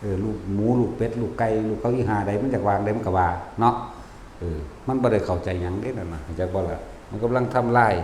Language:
Northeastern Thai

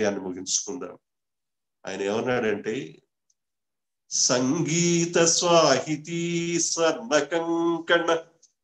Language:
Telugu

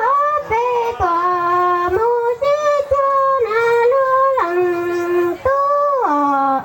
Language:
Hmong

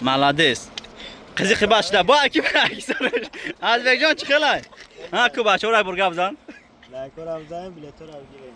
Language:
Tajik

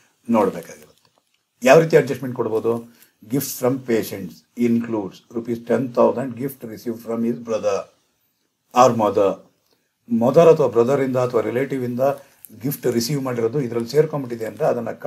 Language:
Kannada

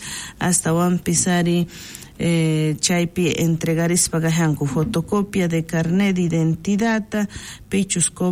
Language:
South Bolivian Quechua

